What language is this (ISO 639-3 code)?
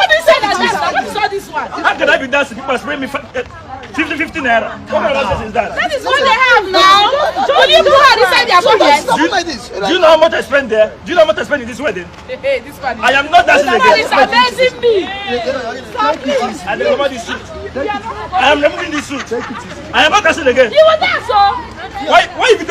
pcm